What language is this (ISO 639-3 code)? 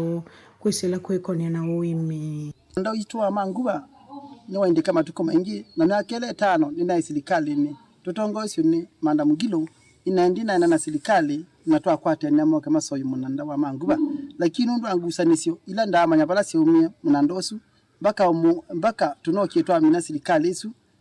kam